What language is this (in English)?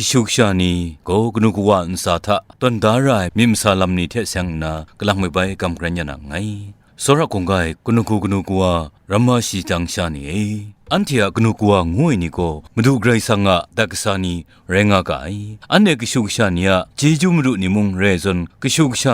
Kachin